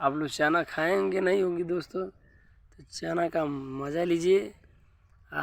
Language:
Bhojpuri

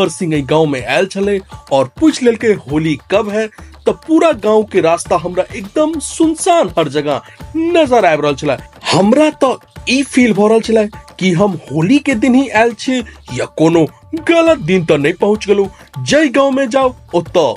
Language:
Maithili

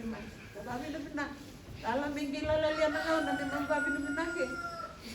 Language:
Fijian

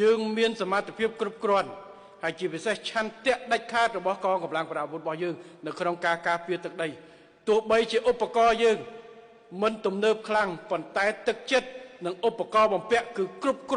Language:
Khmer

